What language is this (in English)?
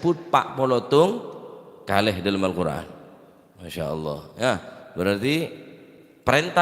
Madurese